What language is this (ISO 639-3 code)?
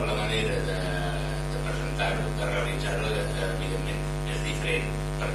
cat